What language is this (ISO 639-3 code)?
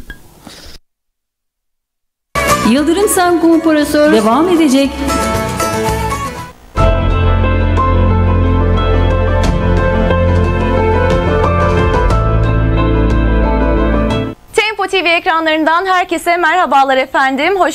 tur